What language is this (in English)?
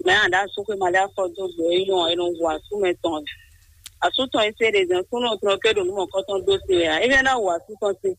Fon